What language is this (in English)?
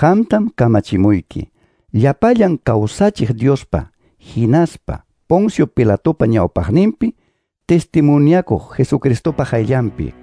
Quechua